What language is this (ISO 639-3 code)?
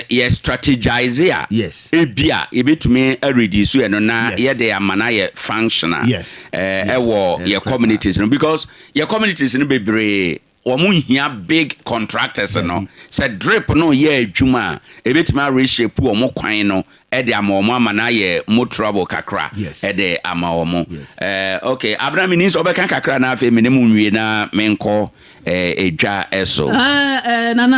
aka